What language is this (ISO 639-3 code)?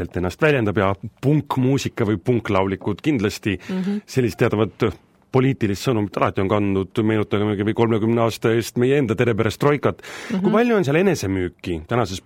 est